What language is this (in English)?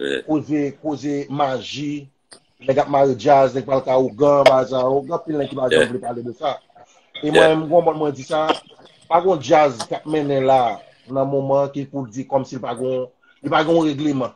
Haitian Creole